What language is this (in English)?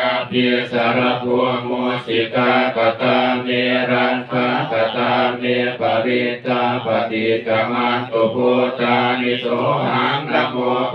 Pali